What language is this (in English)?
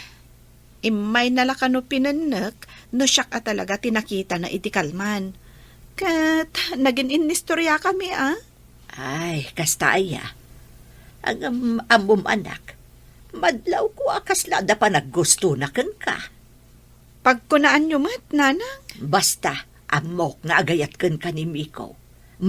Iloko